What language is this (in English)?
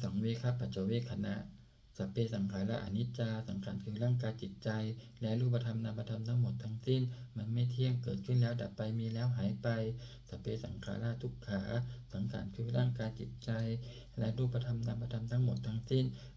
Pali